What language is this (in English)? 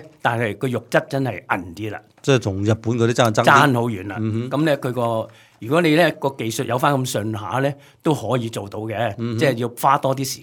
Cantonese